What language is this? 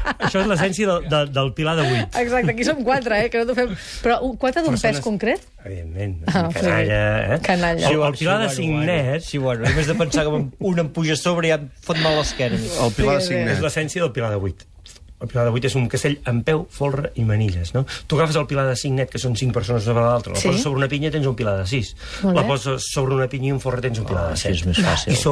Catalan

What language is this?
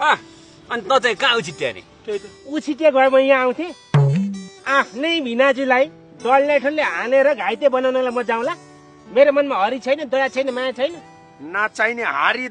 Nepali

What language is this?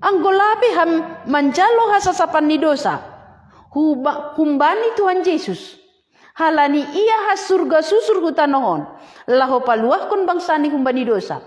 Batak Simalungun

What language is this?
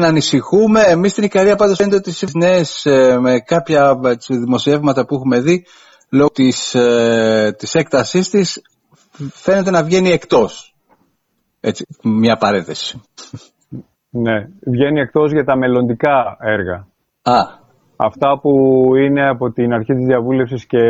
Greek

